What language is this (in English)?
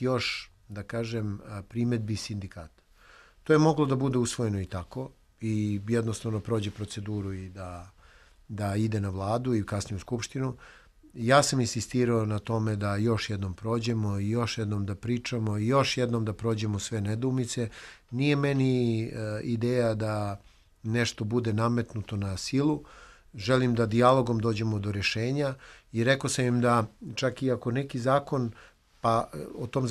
Serbian